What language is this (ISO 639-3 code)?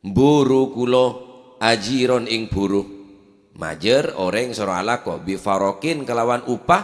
mad